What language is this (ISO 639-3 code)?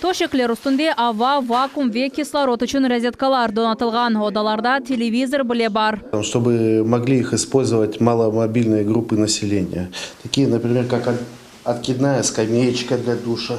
crh